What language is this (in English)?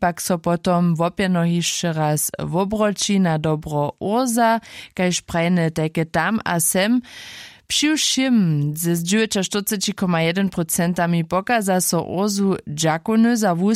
Upper Sorbian